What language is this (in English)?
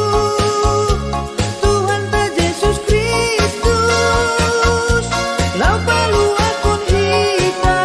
Batak Simalungun